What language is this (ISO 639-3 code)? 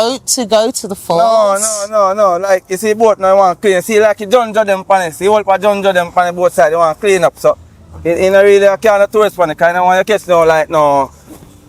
jam